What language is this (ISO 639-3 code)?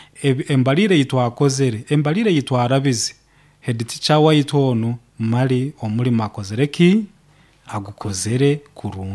nyo